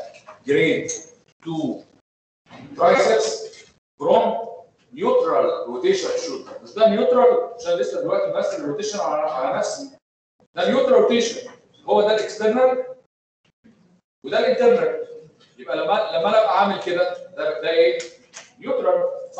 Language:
Egyptian Arabic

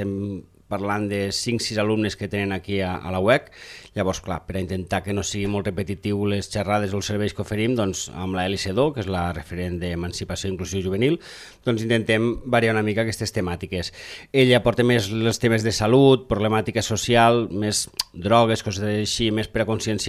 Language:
Catalan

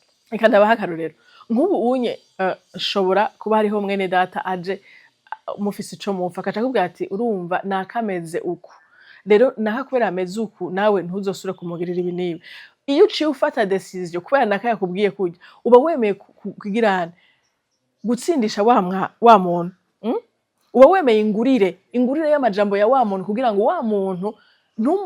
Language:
Rundi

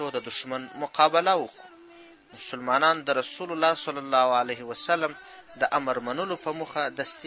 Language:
Pashto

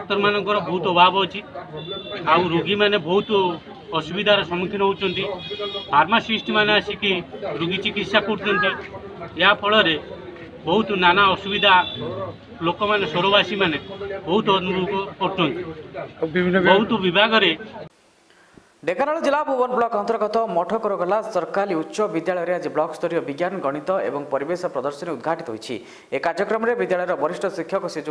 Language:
Odia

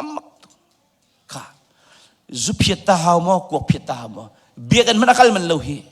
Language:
Hakha Chin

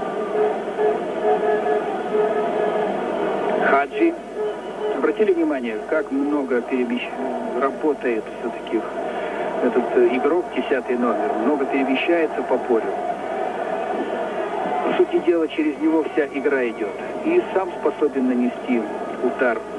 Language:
Russian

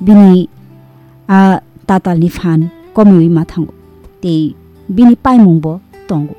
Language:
Kok Borok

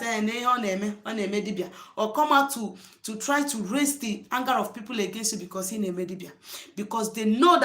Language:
Igbo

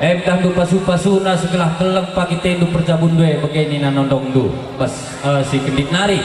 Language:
Batak Karo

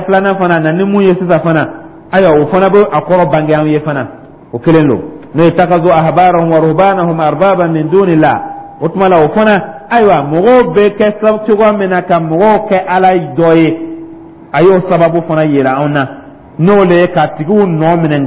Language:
Dyula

